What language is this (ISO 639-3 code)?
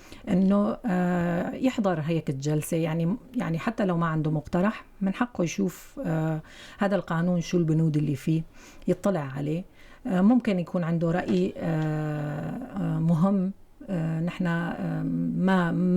apc